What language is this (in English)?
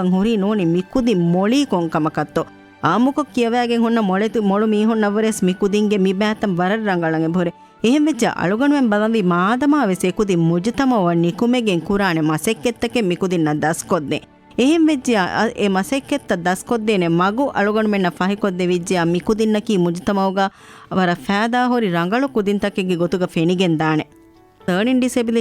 Divehi